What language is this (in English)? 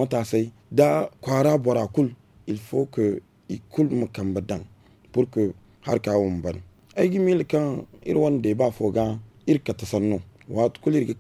Zarma